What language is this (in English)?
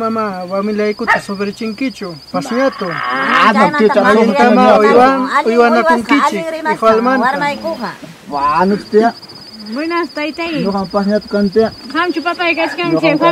Ayacucho Quechua